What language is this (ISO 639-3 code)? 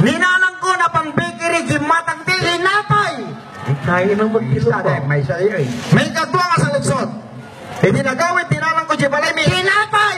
ilo